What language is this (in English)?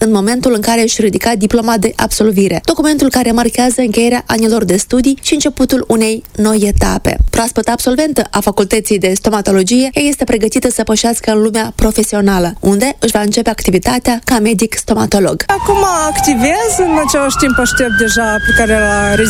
Romanian